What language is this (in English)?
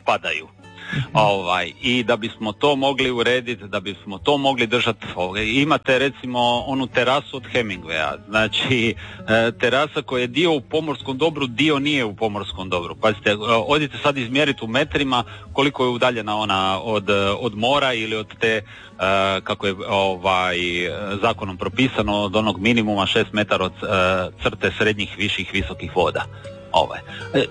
Croatian